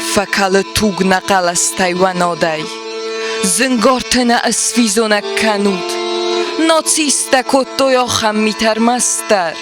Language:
Ossetic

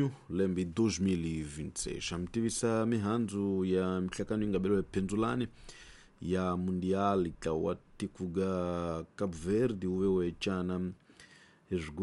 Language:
Tsonga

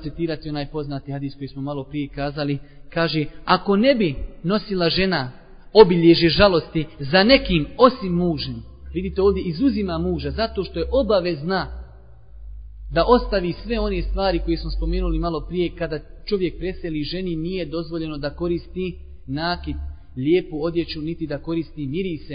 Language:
Bosnian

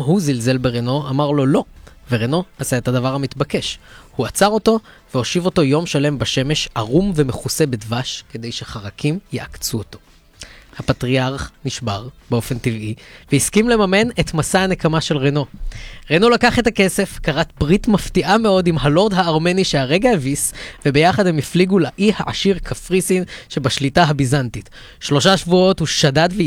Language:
Hebrew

